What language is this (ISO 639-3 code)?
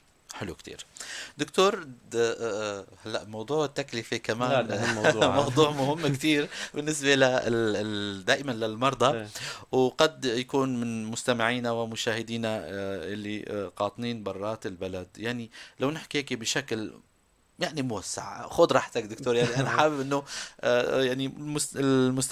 apc